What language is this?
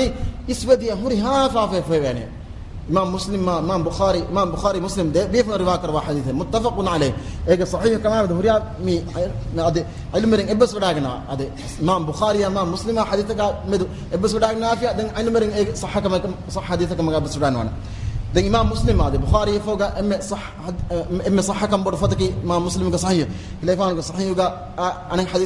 Divehi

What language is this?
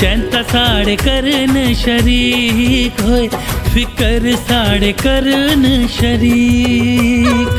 Dogri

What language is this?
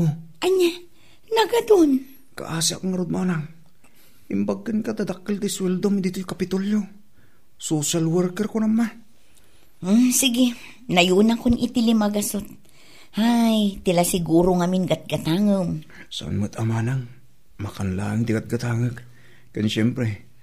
Iloko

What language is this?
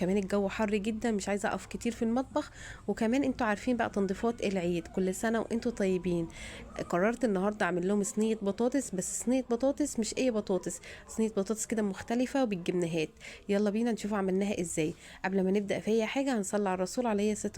Egyptian Arabic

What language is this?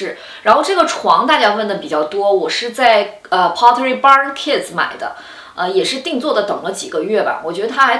Chinese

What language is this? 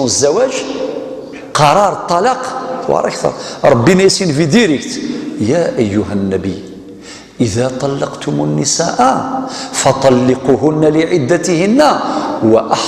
Kabyle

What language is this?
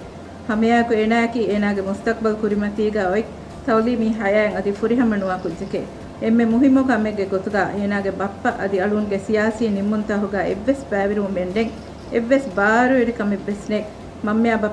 Divehi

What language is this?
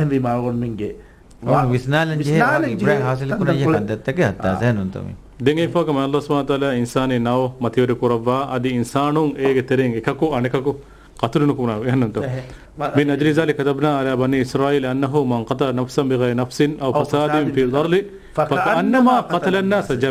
Divehi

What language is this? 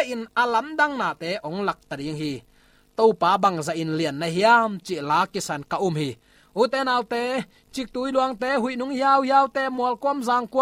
Tedim Chin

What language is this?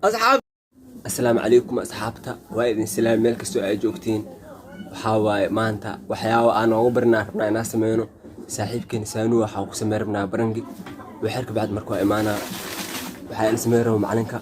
Somali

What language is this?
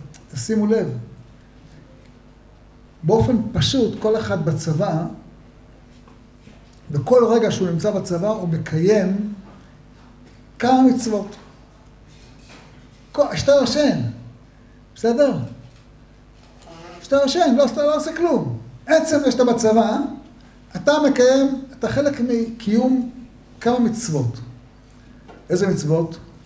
Hebrew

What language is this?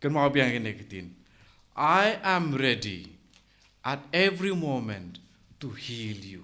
Khasi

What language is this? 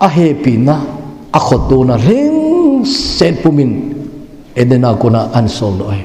Thado Chin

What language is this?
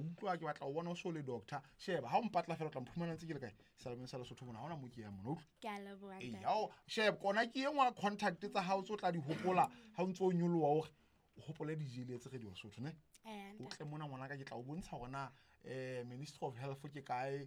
Southern Sotho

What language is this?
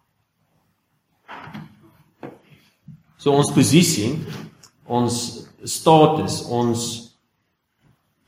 Afrikaans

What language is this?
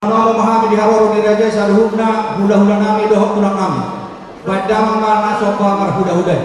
Batak Toba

